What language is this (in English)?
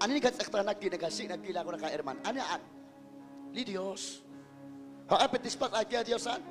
Kekchí